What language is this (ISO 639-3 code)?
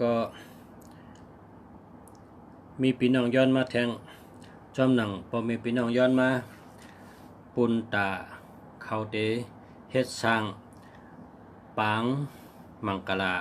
shn